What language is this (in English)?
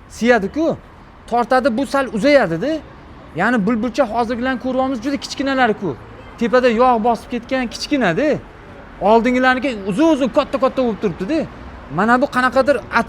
Uzbek